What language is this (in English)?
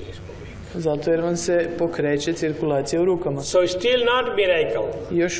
Croatian